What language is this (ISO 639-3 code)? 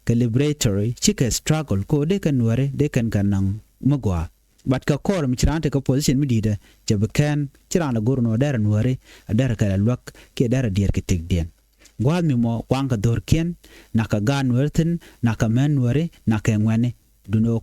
nus